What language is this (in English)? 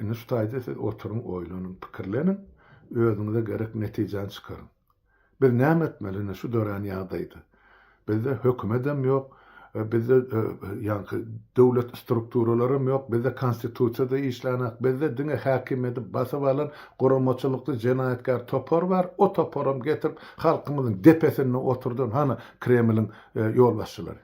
Turkmen